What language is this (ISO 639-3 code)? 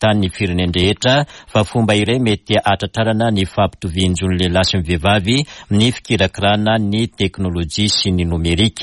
mlg